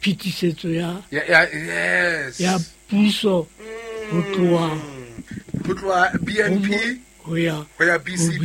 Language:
Southern Sotho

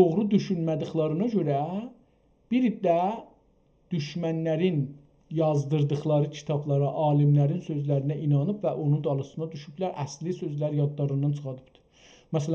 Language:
South Azerbaijani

